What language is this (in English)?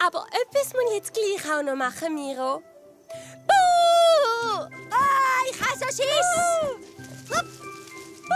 Swiss German